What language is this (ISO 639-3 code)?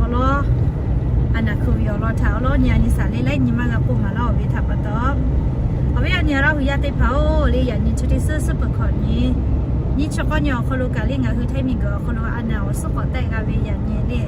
lhu